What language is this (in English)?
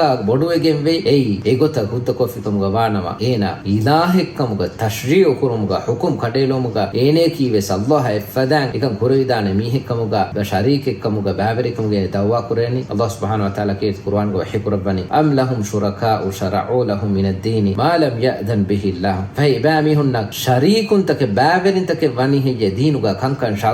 Divehi